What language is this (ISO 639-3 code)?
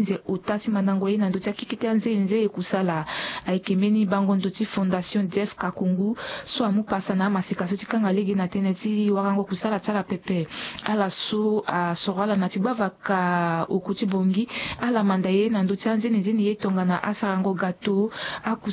sag